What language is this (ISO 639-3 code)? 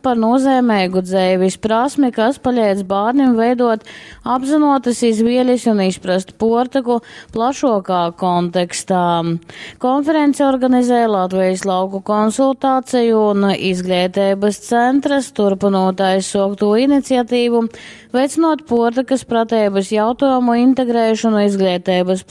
ltg